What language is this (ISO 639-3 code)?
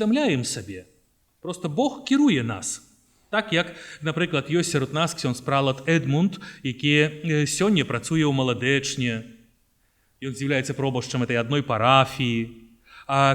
bel